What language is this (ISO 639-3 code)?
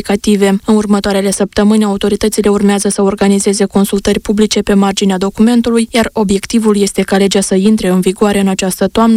ron